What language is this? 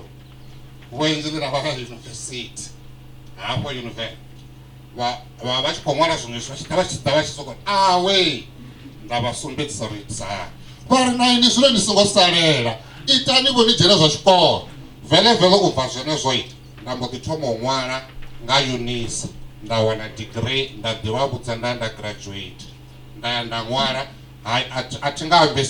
Venda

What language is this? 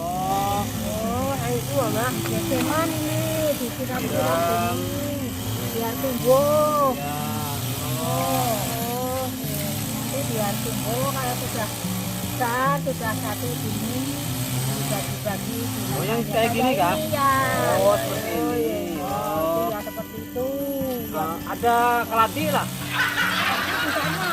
Banjar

